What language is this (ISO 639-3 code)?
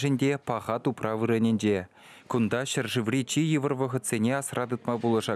chv